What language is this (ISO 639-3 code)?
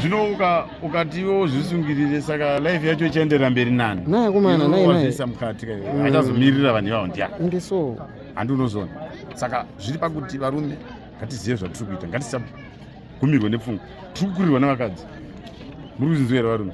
sna